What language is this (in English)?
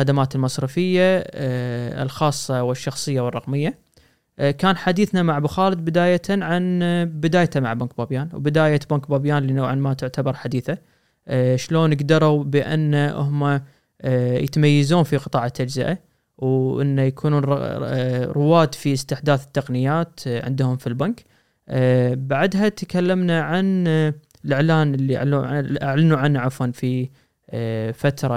Gulf Arabic